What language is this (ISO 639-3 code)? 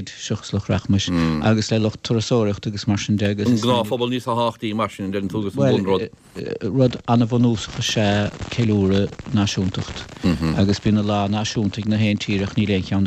gle